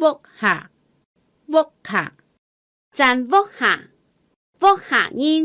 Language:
Hakka Chinese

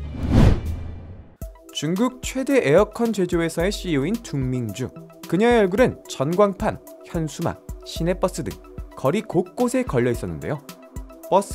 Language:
Korean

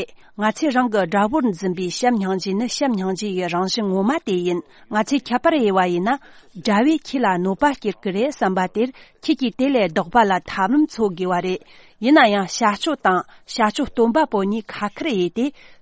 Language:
Tibetan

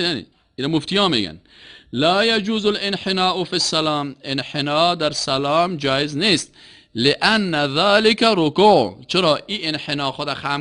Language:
Persian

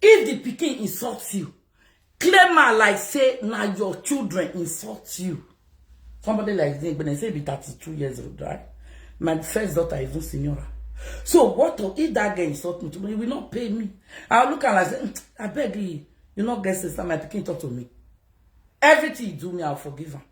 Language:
Nigerian Pidgin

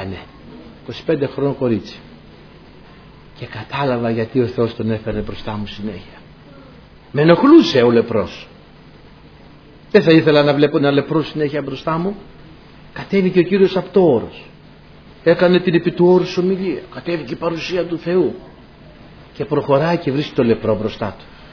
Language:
Greek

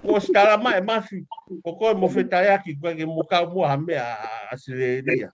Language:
Tongan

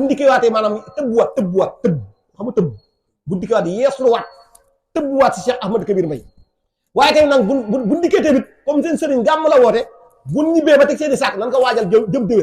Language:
Wolof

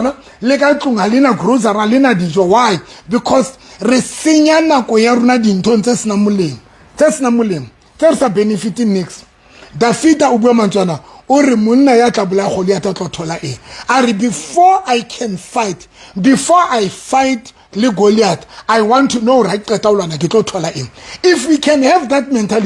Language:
Southern Sotho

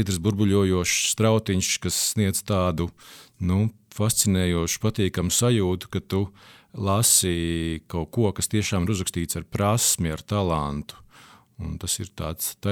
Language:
Latvian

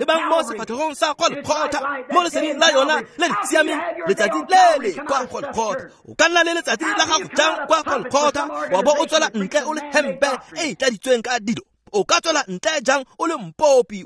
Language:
Tswana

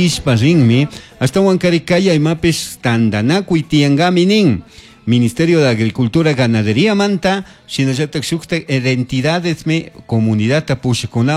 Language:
Chimborazo Highland Quichua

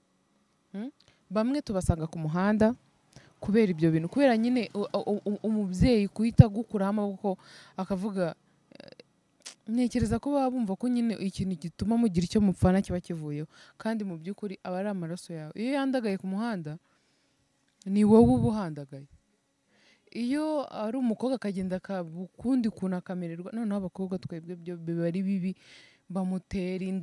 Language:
Kinyarwanda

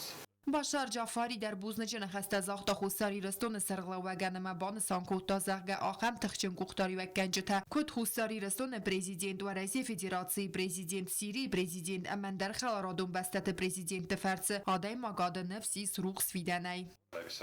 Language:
Ossetic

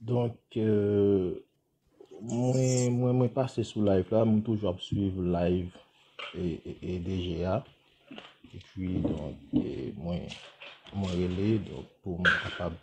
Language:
Haitian Creole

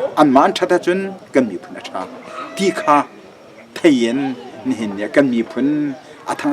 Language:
Hakha Chin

